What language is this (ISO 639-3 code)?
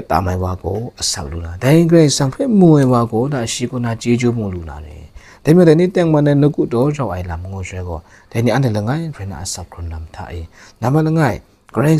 kac